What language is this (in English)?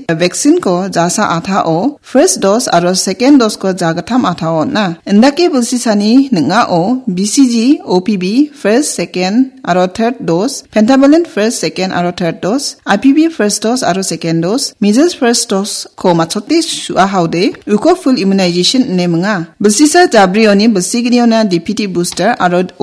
Garo